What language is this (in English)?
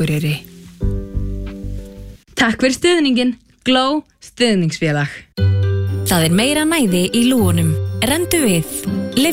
Icelandic